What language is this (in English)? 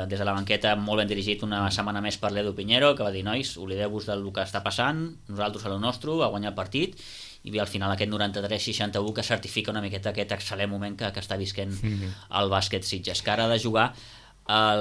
Catalan